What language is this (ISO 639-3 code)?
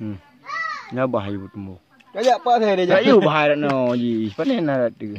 ace